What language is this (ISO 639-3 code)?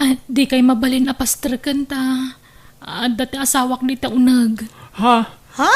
ilo